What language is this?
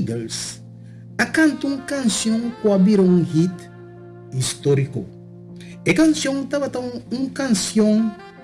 Papiamento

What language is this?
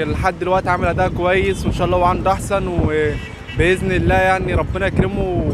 Egyptian Arabic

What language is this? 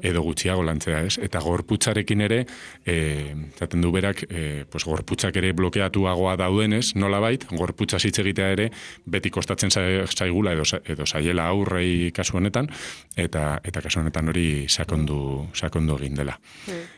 Basque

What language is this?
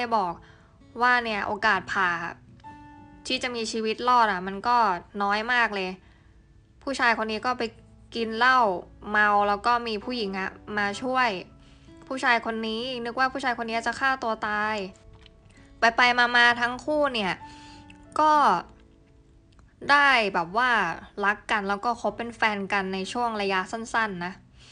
Thai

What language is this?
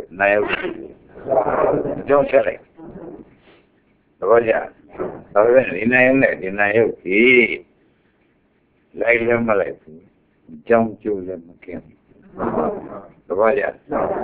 Burmese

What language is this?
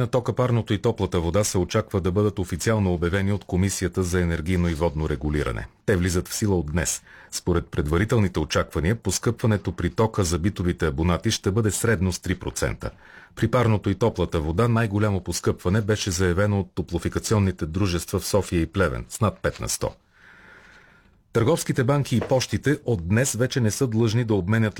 Bulgarian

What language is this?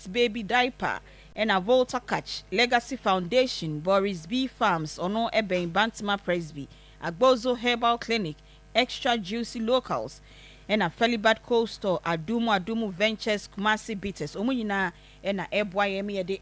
Akan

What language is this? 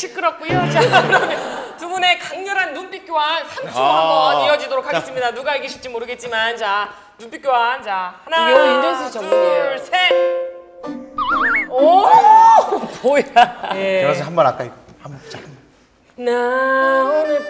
Korean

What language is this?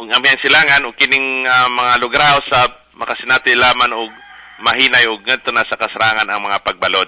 Cebuano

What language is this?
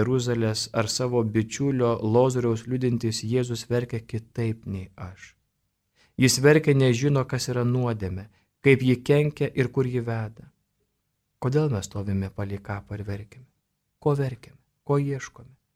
Lithuanian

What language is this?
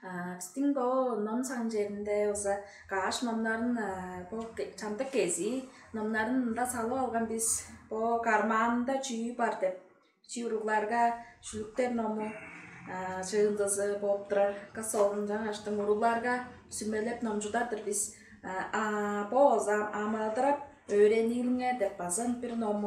Tuvinian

